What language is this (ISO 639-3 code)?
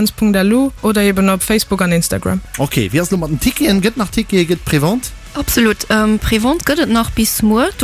ltz